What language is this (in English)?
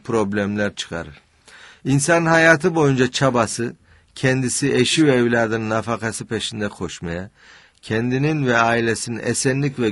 Turkish